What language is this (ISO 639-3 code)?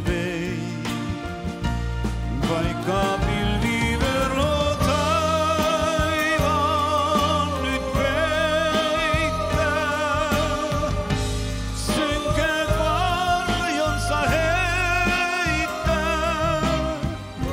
fin